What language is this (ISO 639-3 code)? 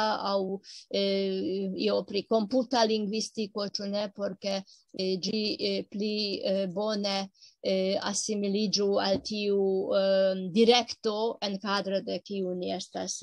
epo